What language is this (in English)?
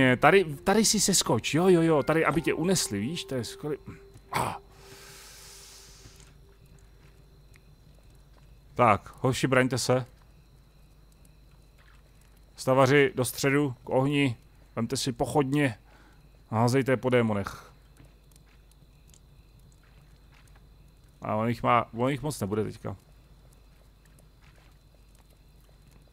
Czech